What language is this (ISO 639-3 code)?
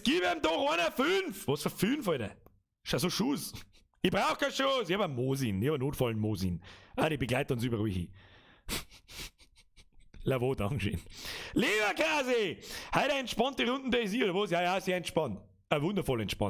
bar